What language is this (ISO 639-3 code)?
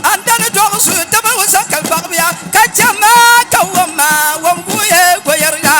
dag